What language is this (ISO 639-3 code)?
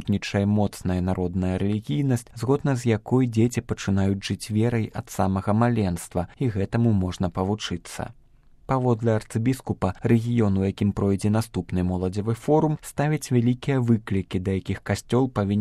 bel